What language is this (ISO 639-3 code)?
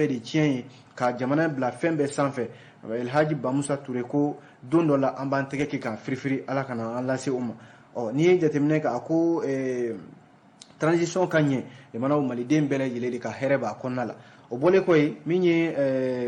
bam